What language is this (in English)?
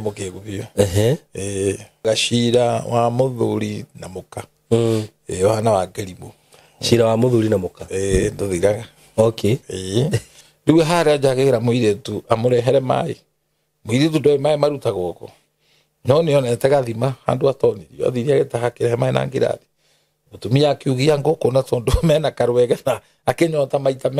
Kikuyu